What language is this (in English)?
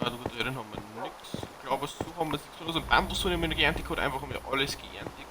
Bavarian